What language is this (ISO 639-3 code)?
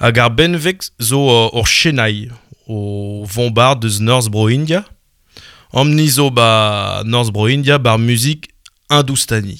bre